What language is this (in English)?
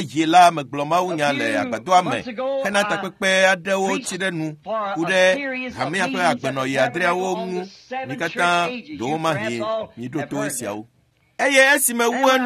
Ewe